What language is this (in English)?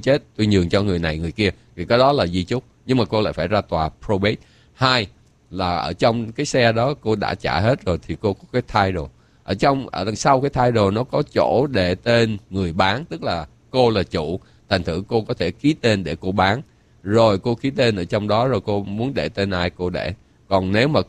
Vietnamese